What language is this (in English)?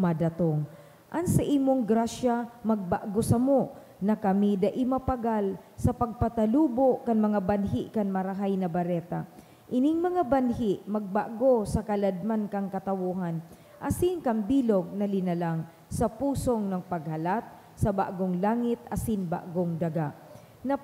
Bikol